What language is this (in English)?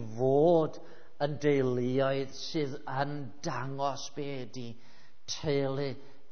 Welsh